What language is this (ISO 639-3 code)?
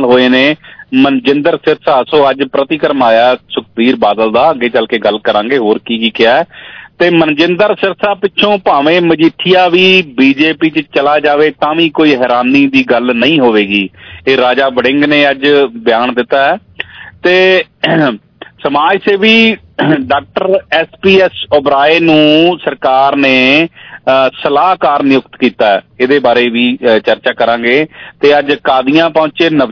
pan